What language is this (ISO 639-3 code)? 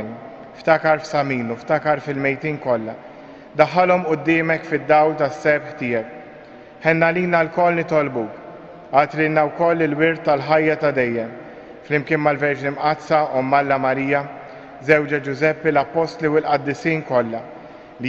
mlt